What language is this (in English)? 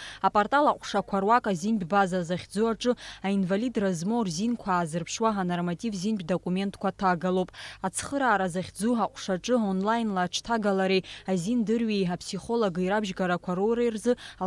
Abkhazian